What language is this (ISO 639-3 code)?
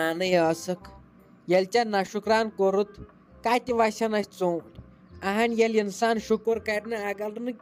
kas